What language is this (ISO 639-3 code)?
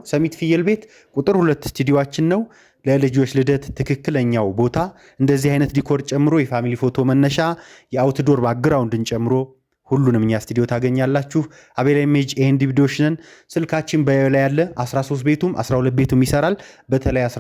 amh